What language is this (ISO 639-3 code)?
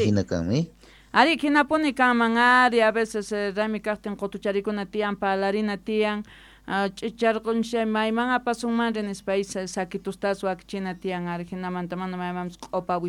quh